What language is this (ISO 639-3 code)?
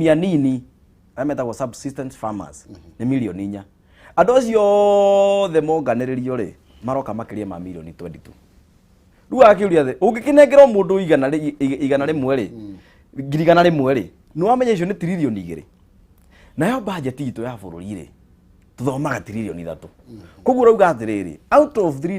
kik